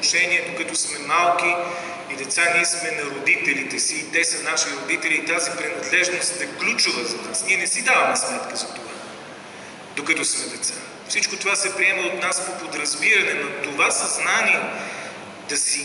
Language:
Bulgarian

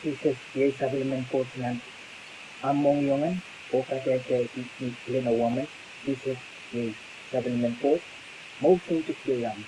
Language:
Pohnpeian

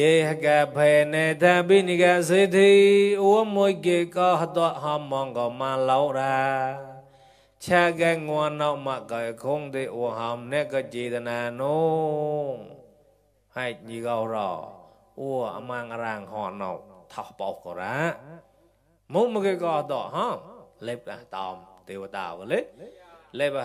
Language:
Mon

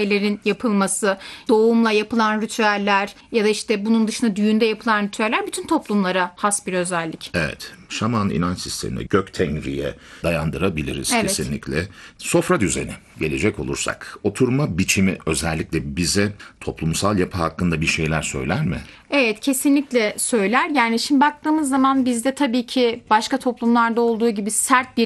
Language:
Turkish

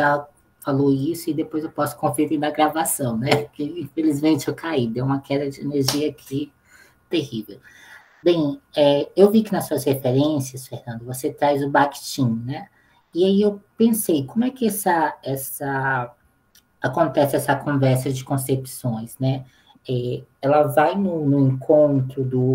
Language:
Portuguese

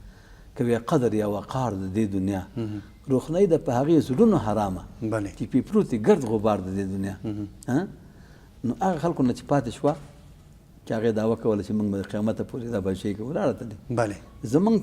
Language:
Pashto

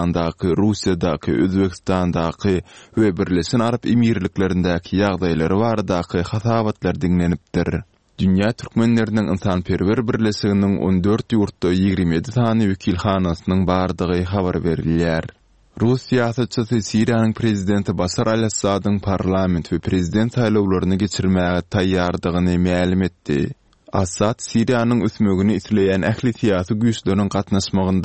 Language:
Turkmen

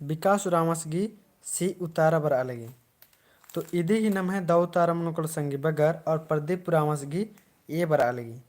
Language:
Kurukh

